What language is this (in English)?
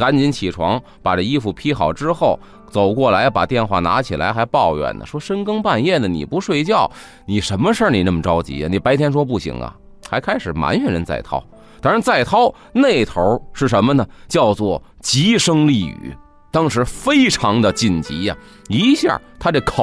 Chinese